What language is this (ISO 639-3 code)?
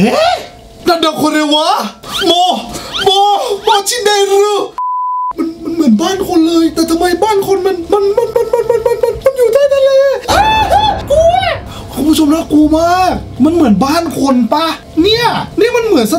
tha